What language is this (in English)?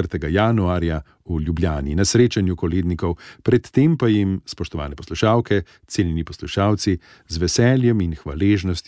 Slovenian